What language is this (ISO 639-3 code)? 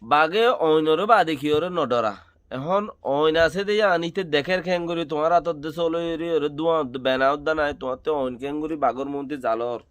rhg